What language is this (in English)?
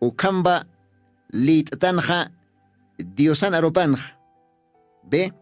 Aymara